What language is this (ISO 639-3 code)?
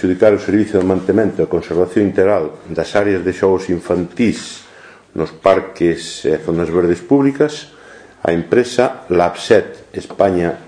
glg